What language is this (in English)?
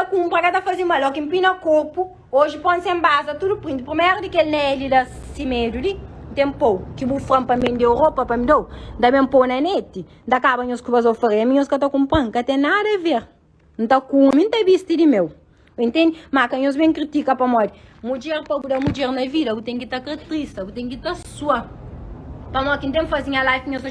Kabuverdianu